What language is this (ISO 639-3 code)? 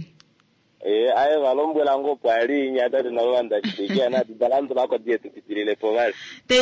kua